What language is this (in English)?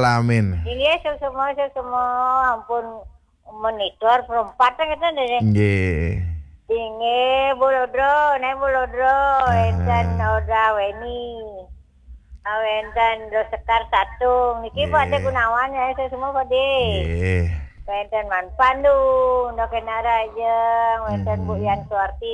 Balinese